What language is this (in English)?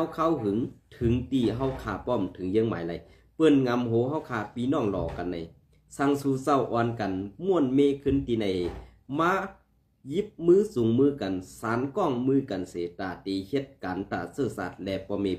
Shan